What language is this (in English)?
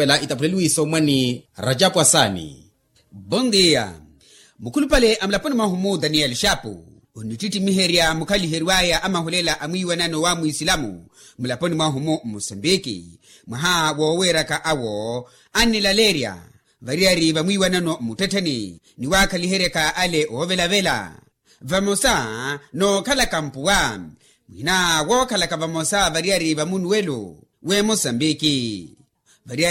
Makhuwa